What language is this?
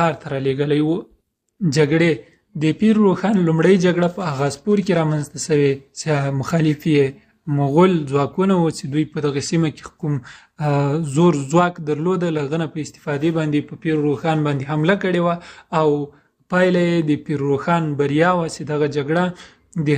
Pashto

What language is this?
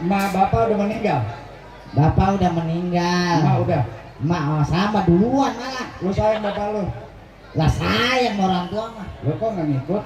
Betawi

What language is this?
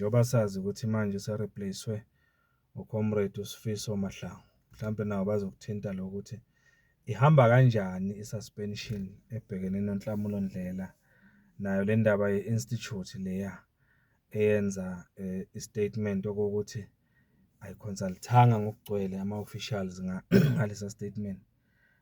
Zulu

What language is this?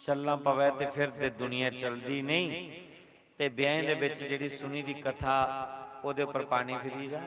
Dogri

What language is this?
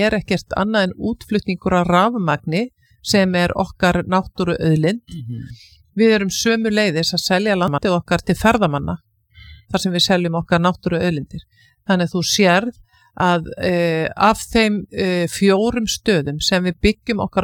Icelandic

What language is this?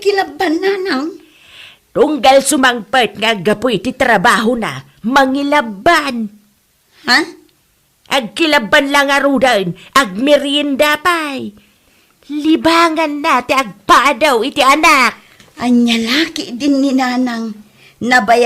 Iloko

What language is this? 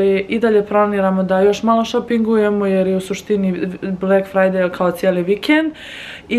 Croatian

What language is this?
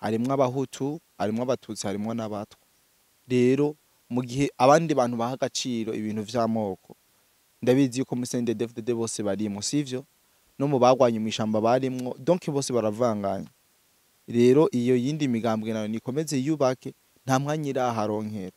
Rundi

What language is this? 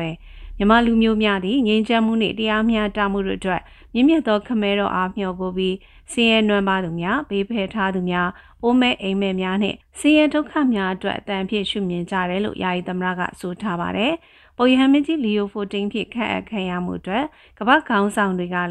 Burmese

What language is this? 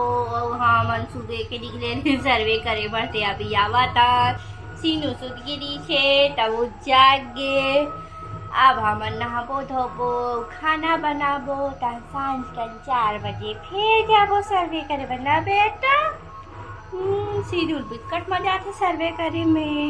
Chhattisgarhi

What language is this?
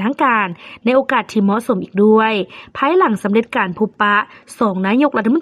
Lao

